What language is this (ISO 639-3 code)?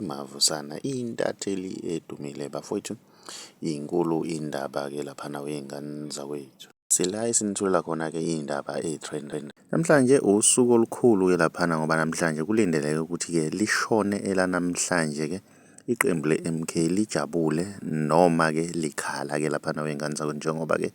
zul